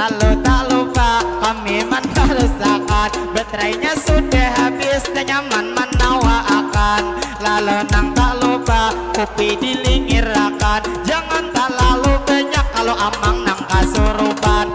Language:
Banjar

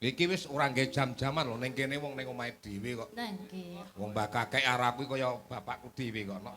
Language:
Javanese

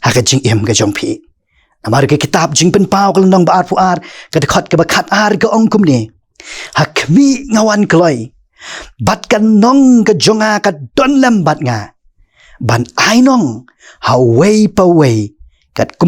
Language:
Khasi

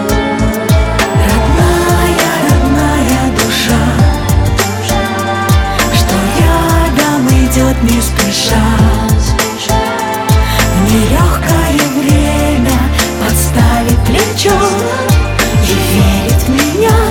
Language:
Russian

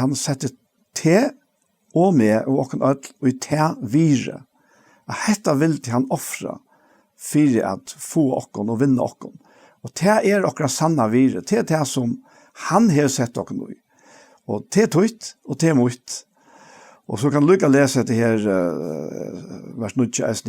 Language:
Faroese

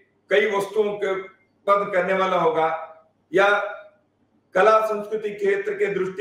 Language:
Hindi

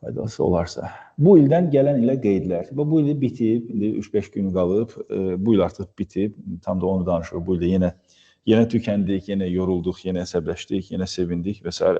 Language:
Azerbaijani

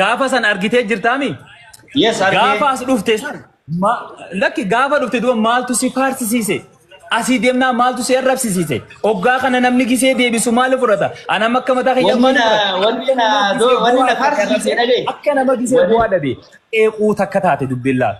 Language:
Oromo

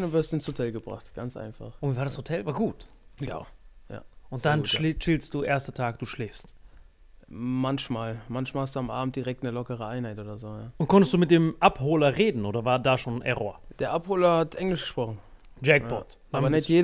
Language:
German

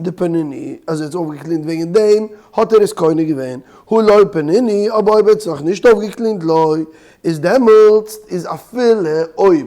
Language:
Yiddish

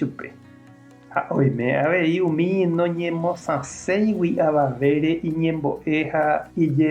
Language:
Guarani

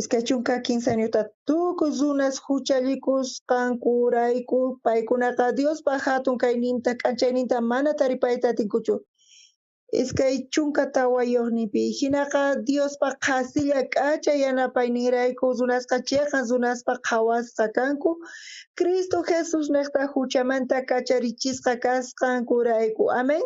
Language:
South Bolivian Quechua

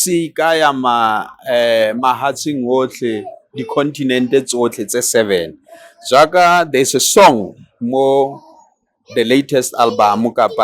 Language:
Tswana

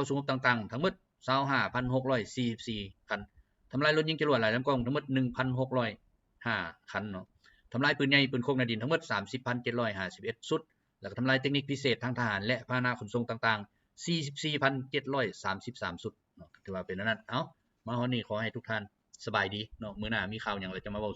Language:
Lao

